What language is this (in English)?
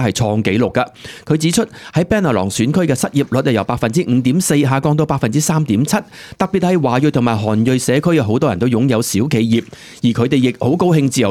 Cantonese